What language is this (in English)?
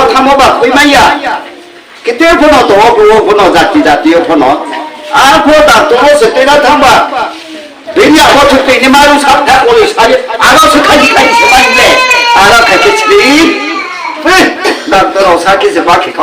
Riang (India)